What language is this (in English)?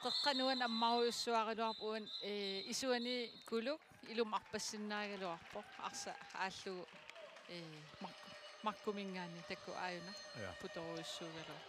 Kalaallisut